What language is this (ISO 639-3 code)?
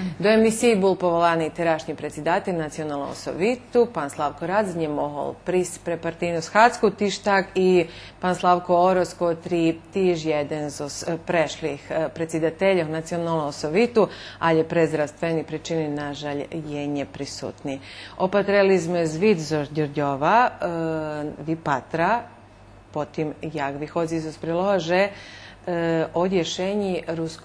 rue